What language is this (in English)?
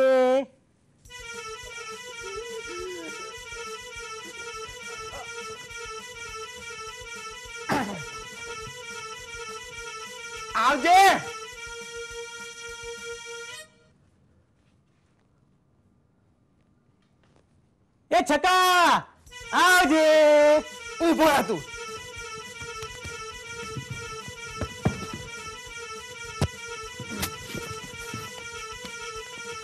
Gujarati